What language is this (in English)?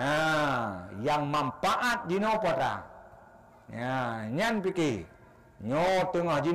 Achinese